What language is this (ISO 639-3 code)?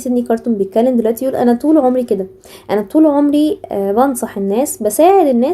arz